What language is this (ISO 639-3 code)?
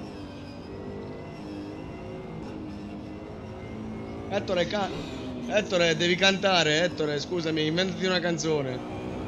ita